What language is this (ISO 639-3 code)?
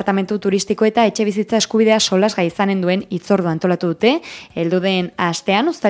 eus